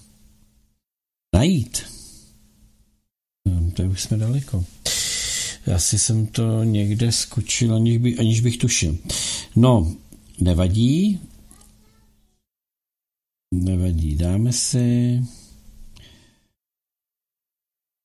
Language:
Czech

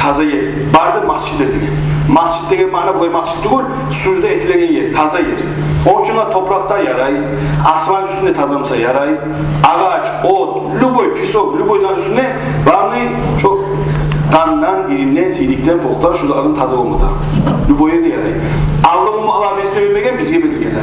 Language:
Kumyk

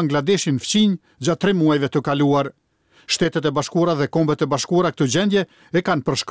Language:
Albanian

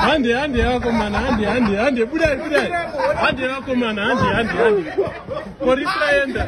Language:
Shona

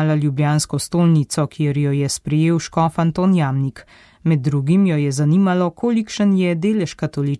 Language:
Slovenian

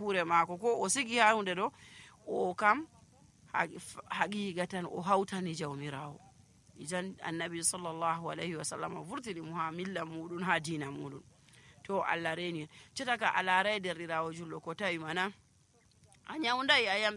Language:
Nigerian Fulfulde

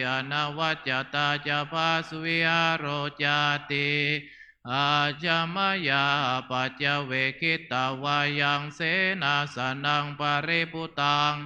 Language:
Pali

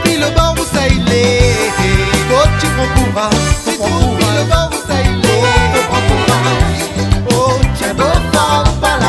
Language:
Réunion Creole French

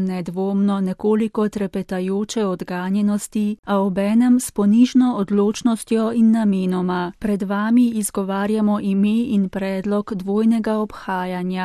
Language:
Slovenian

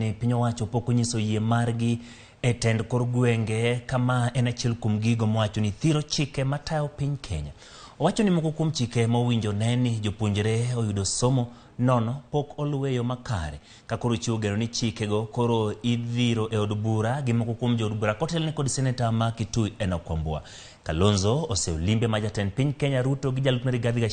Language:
Luo (Kenya and Tanzania)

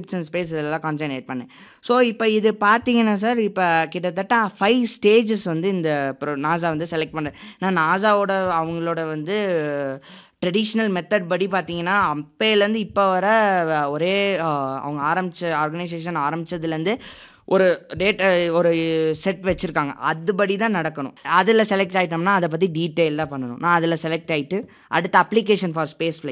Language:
Tamil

